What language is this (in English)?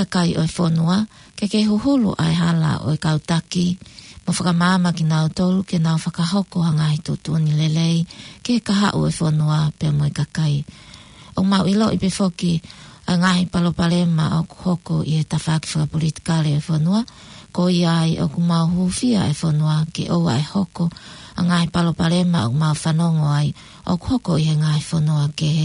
Tongan